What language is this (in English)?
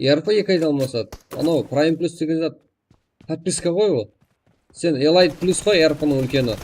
Kara-Kalpak